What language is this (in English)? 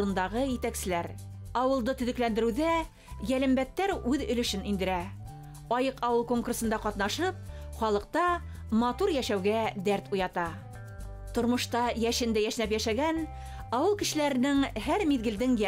Bashkir